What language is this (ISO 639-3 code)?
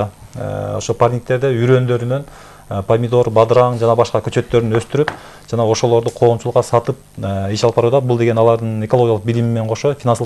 kir